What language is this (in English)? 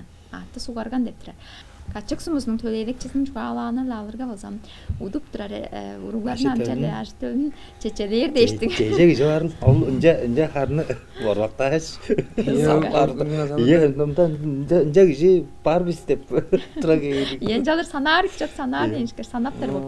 Tuvinian